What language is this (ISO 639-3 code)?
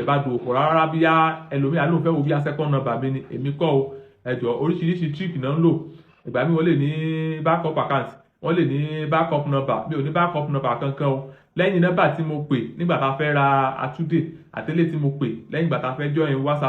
yor